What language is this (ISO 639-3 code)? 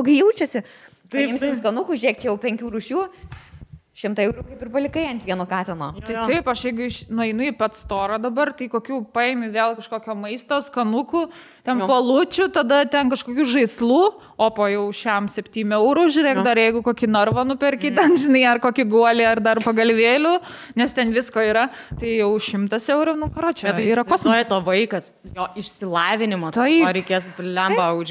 lit